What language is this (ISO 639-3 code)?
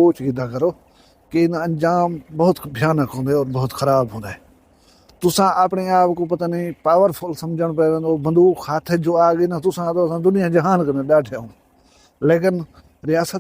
skr